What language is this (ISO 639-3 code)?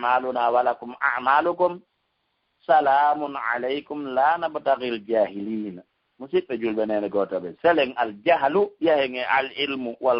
ful